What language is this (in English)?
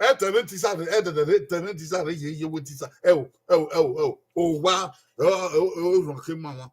Bini